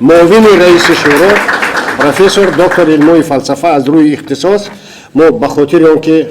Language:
Tajik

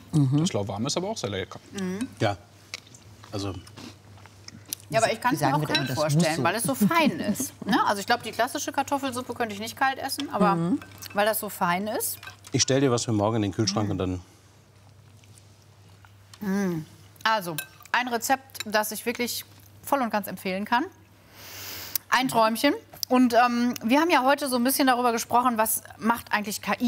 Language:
German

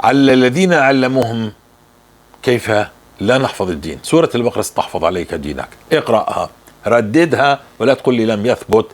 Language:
North Levantine Arabic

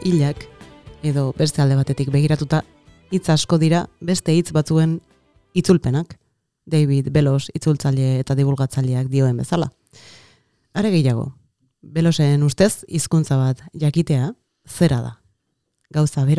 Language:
Basque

